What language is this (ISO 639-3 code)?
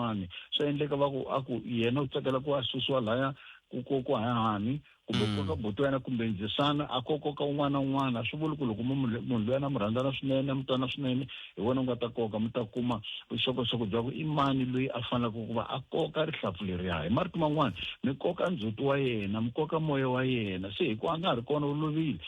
tso